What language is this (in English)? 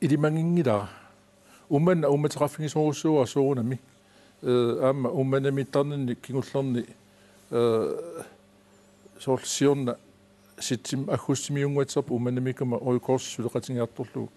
Kalaallisut